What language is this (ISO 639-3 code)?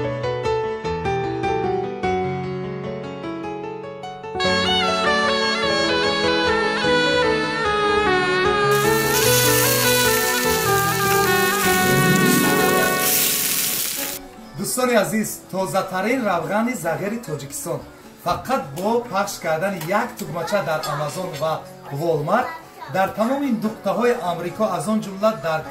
tgk